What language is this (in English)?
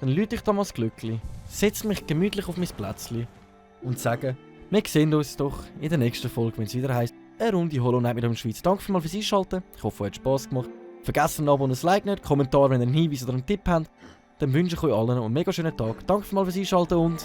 Swiss German